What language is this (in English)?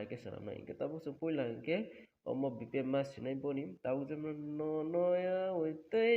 Kok Borok